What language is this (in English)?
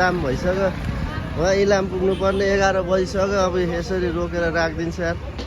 Nepali